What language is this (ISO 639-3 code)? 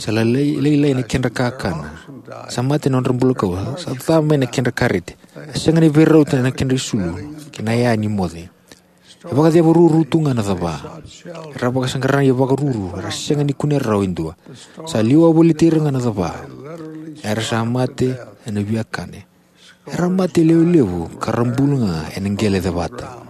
fij